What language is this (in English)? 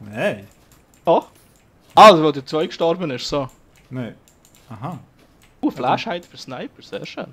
Swiss German